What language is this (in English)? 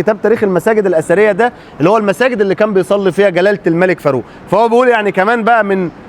Egyptian Arabic